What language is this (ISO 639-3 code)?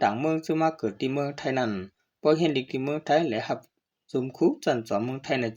shn